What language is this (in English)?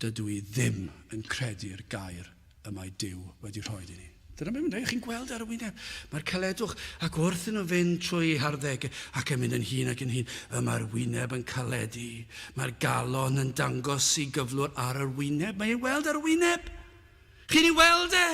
Welsh